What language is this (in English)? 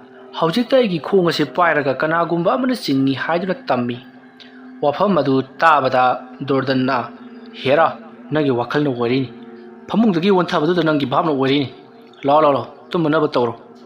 Manipuri